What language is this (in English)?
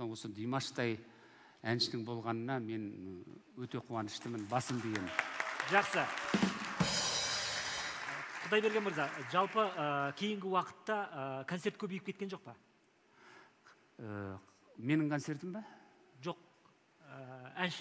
Kazakh